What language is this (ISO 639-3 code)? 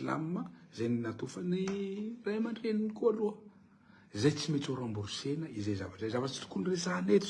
mlg